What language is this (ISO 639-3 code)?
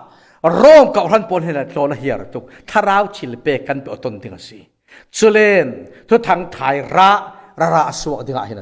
cfm